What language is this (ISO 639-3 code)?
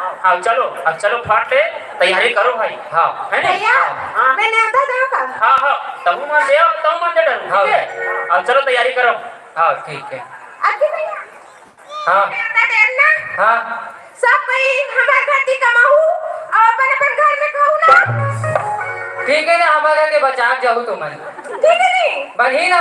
hne